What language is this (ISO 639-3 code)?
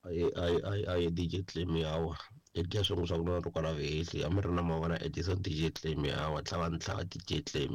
tso